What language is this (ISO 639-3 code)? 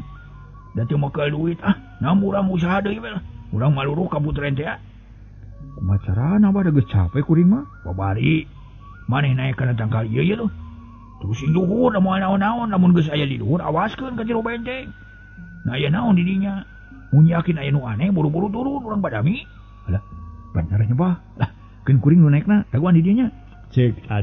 sun